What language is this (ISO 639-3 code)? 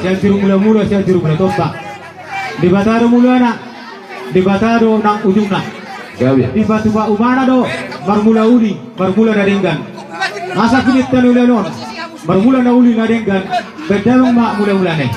bbc